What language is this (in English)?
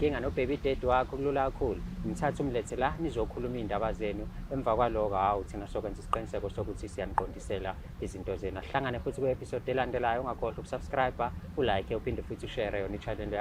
Zulu